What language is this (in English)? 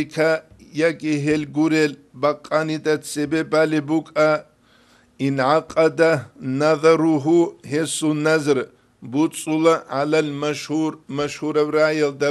Avaric